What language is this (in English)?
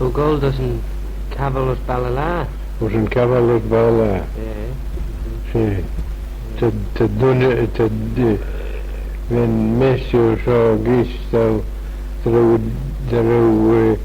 Manx